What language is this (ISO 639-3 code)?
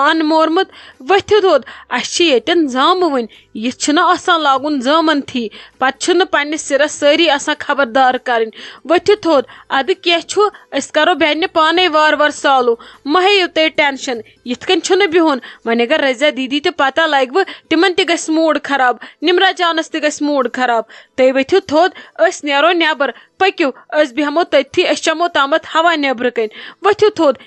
kas